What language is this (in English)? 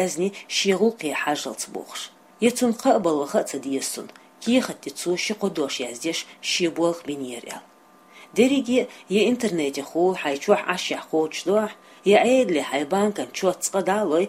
Chechen